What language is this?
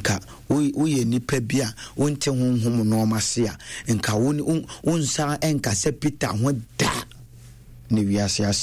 Akan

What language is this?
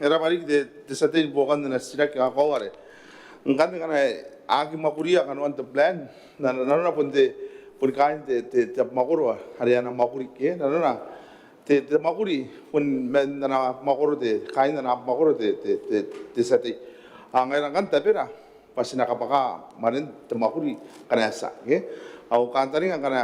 Gilbertese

